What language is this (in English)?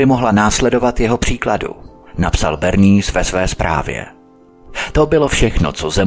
Czech